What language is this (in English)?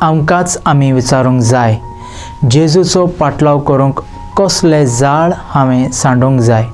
Konkani